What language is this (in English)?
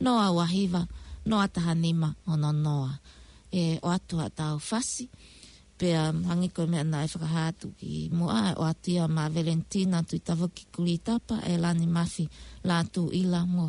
Tongan